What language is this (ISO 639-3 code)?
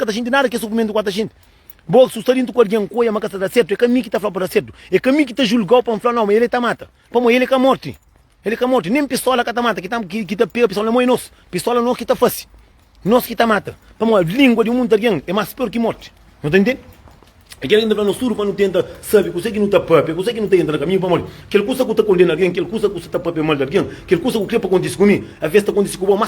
kea